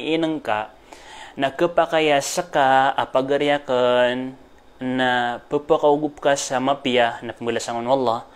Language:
Maranao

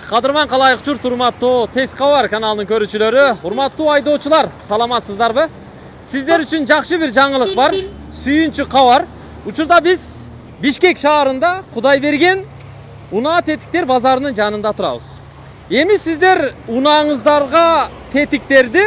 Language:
Kyrgyz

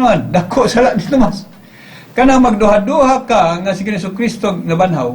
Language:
Cebuano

